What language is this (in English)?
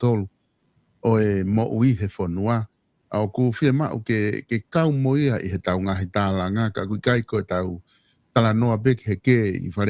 Tongan